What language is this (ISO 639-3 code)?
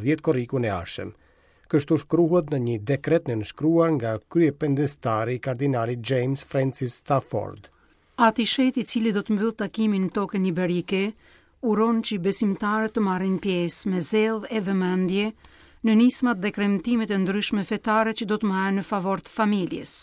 sqi